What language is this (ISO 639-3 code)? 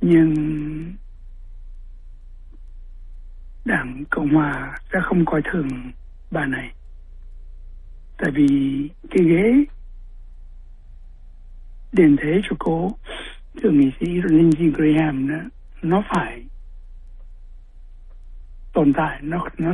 vie